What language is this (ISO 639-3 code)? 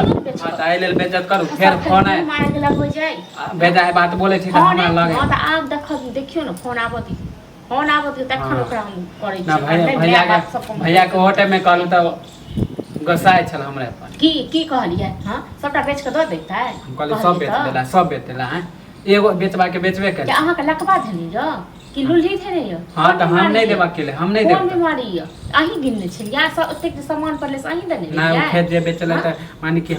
mai